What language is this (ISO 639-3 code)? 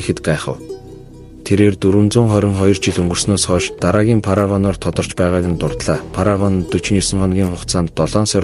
mon